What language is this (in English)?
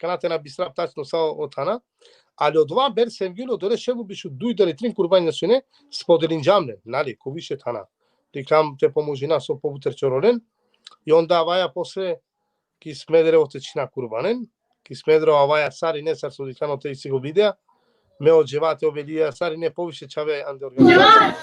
Balkan Romani